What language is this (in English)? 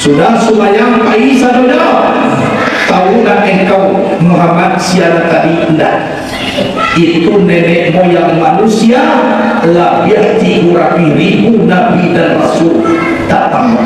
Minangkabau